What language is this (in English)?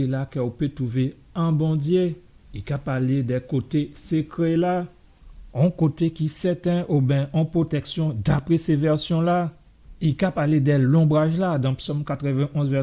Guadeloupean Creole French